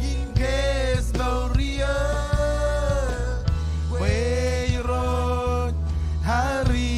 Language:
Marshallese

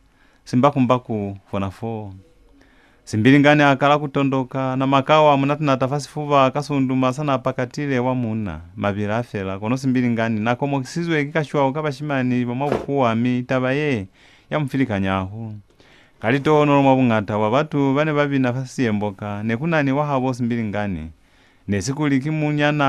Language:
Lozi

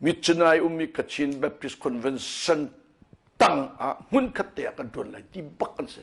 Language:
Hakha Chin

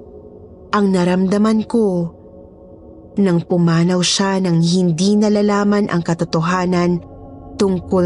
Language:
Filipino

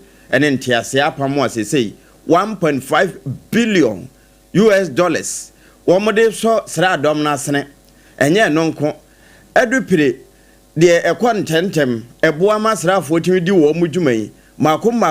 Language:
Akan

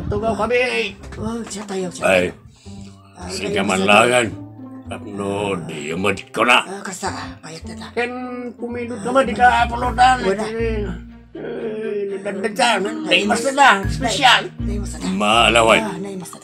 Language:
Iloko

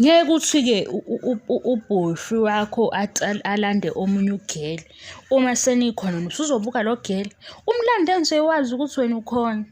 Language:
Zulu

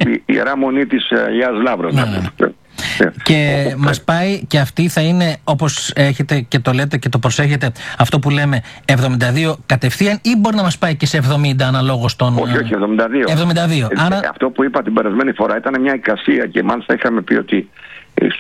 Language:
Greek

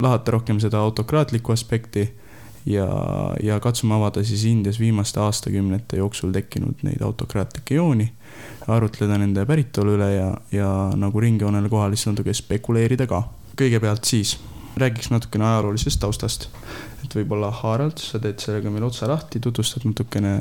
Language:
Estonian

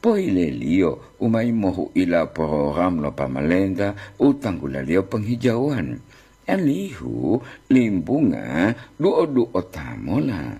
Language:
Gorontalo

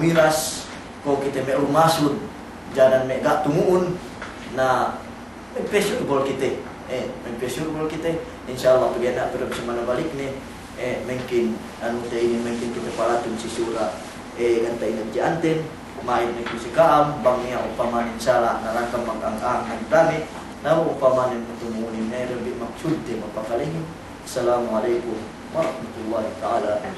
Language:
Yakan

